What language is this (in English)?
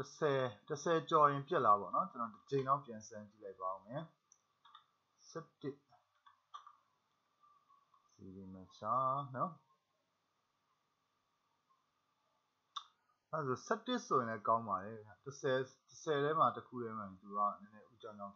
Burmese